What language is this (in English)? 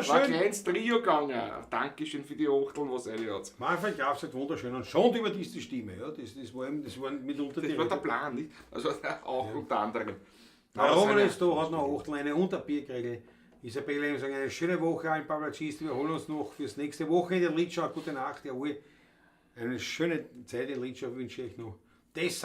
Bavarian